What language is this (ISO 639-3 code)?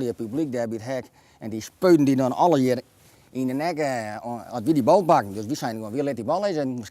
fry